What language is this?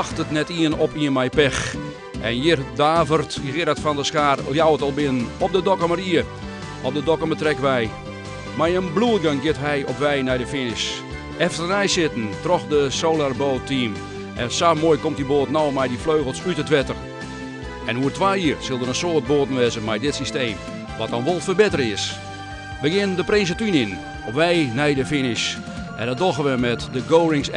Western Frisian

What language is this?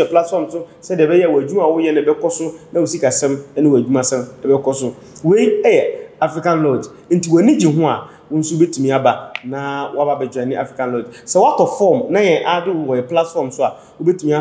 Akan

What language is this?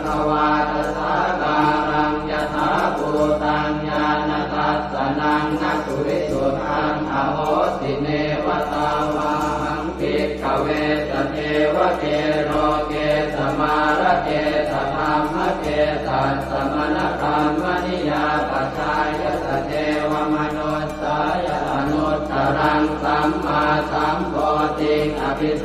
Pali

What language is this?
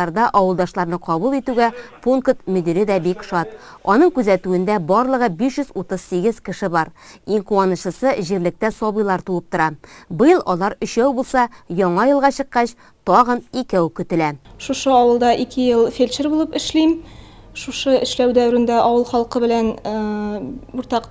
Tatar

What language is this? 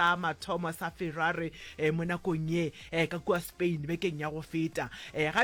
Northern Sotho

